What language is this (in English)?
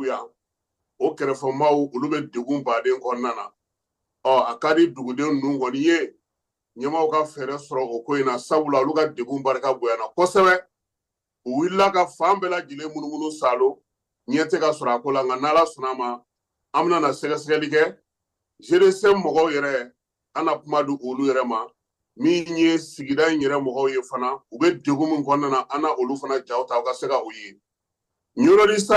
Bambara